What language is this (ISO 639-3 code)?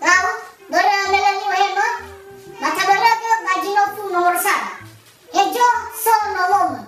nia